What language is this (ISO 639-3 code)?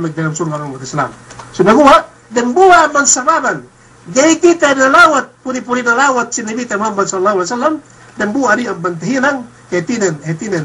yka